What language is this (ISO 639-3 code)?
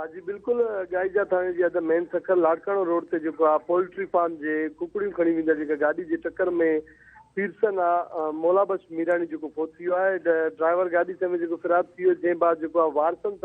snd